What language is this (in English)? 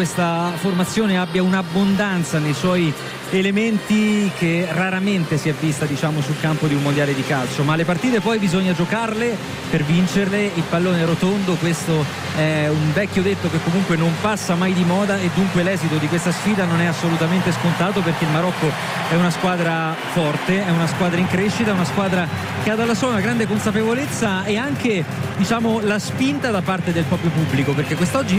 Italian